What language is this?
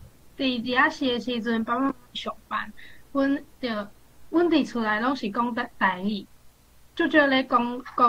Min Nan Chinese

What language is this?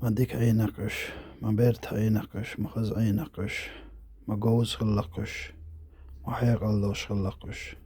Chechen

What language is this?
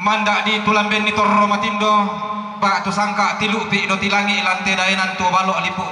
Toraja-Sa'dan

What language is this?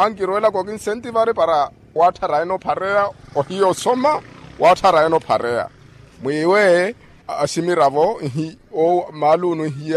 Makhuwa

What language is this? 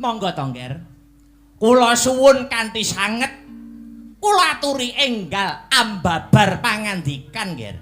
Javanese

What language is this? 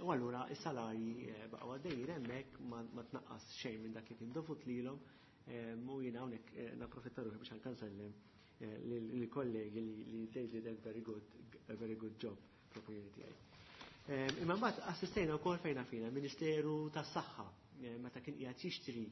Maltese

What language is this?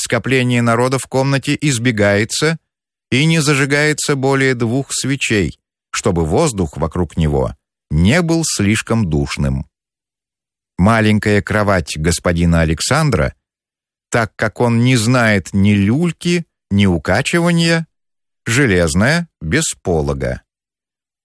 Russian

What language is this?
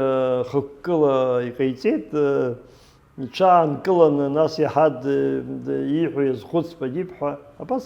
Abkhazian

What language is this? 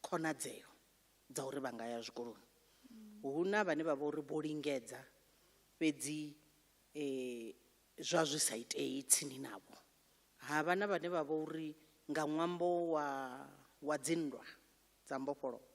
Venda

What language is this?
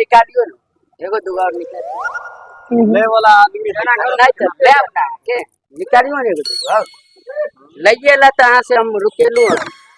Maithili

